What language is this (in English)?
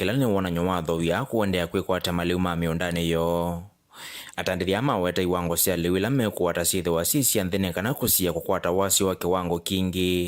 Kamba